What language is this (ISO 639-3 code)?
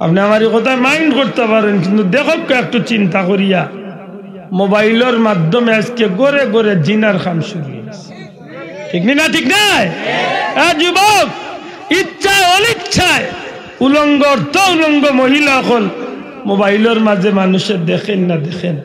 syl